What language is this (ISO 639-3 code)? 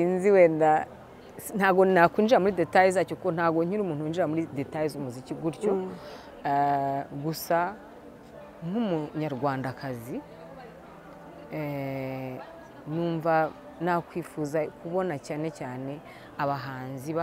kin